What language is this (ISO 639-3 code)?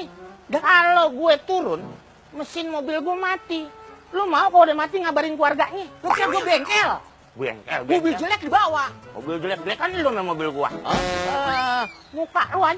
bew